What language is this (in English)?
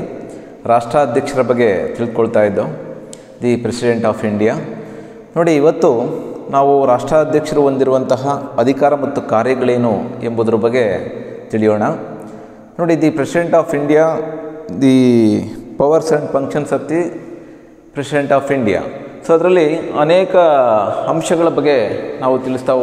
Kannada